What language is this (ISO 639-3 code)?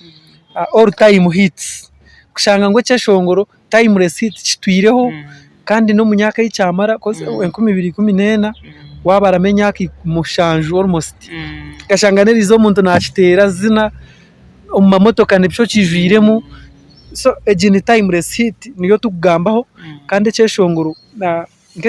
nyn